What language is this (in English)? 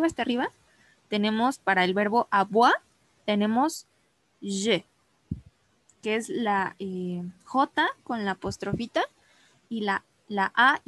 Spanish